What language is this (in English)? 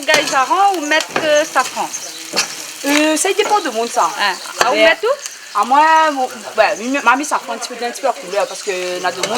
Réunion Creole French